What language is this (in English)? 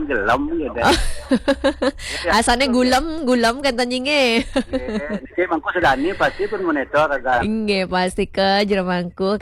Balinese